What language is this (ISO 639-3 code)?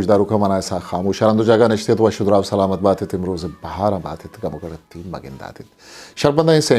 bgp